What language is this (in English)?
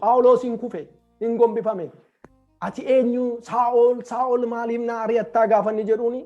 Oromo